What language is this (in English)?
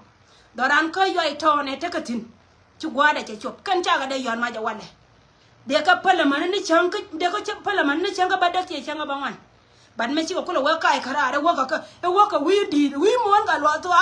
Nuer